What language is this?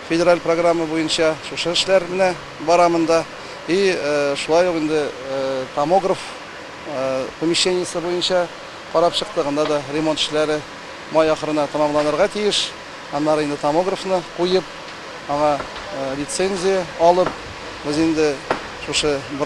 Tatar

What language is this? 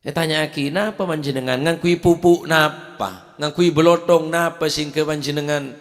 Madurese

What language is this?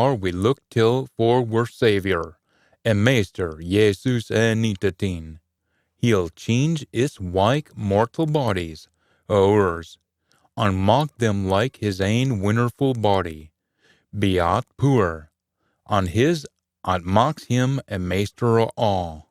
Scots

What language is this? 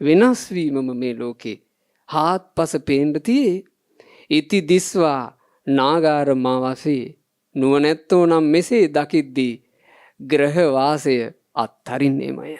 Sinhala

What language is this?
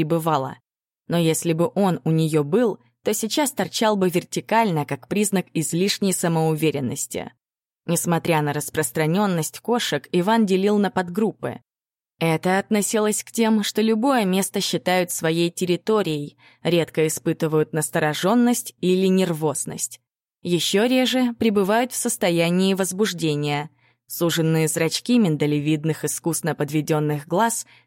Russian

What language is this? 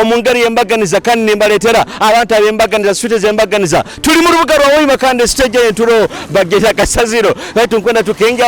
Nyoro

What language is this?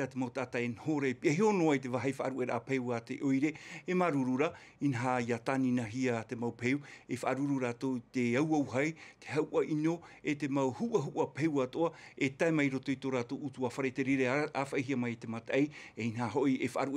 Tahitian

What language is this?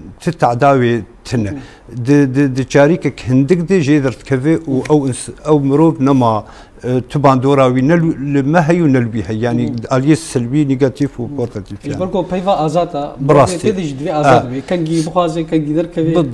Kurdish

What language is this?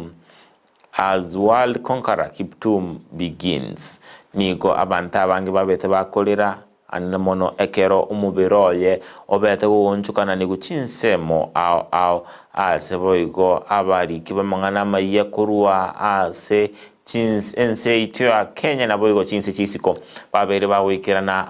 Gusii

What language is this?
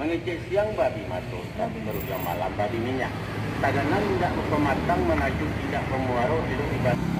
Minangkabau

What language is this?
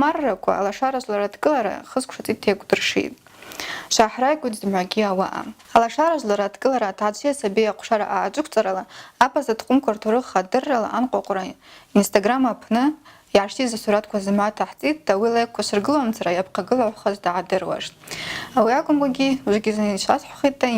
Abkhazian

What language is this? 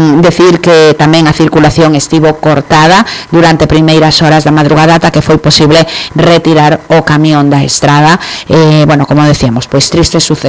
Galician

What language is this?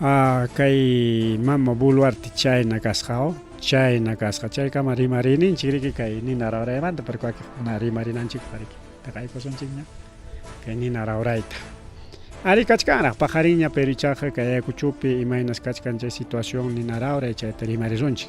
Ayacucho Quechua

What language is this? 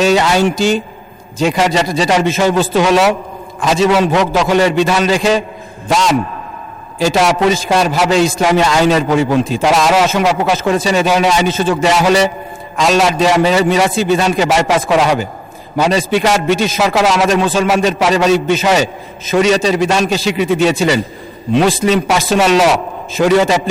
Bangla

